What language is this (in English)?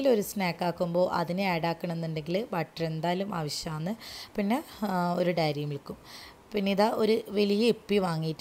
Malayalam